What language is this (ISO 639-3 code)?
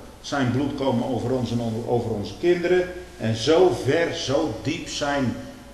nld